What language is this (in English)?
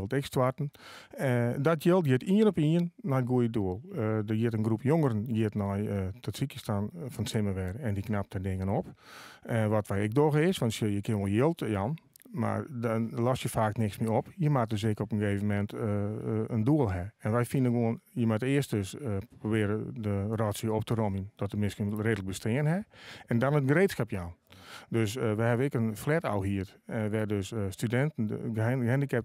Western Frisian